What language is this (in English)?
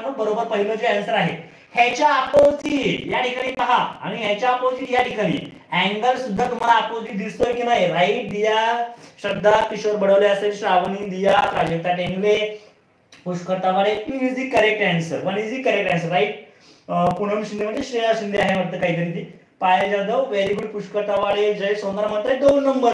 Marathi